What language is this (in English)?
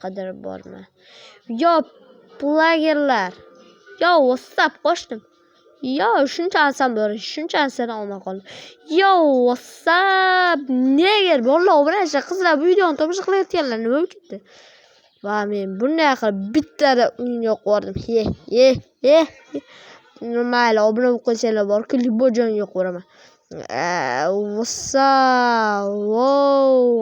Uzbek